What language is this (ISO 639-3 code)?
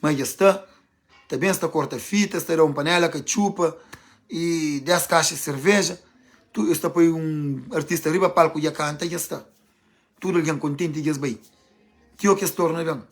kea